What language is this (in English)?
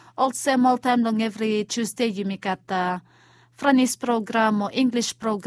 Bislama